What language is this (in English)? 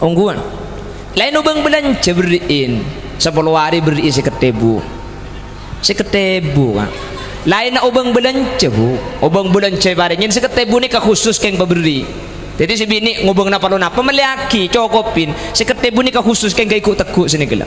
Madurese